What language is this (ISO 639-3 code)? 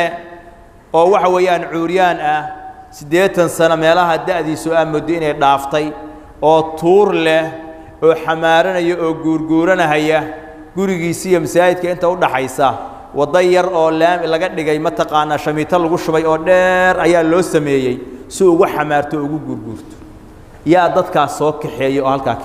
som